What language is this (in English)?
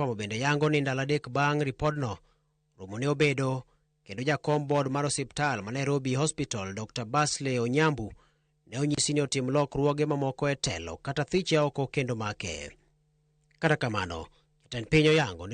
Luo (Kenya and Tanzania)